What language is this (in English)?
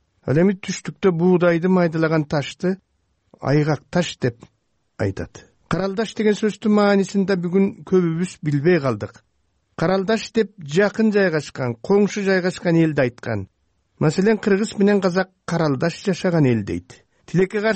Kyrgyz